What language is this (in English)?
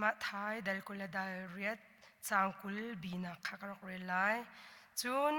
Hakha Chin